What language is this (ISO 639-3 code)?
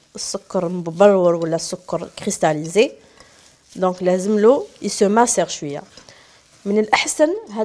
arq